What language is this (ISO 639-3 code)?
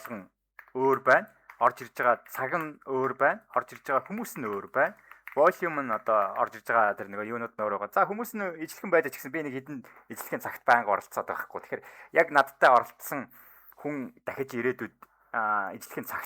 mon